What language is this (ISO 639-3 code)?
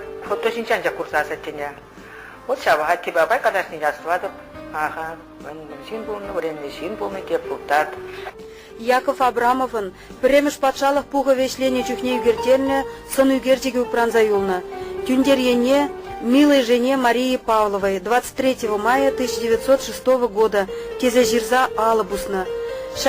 chv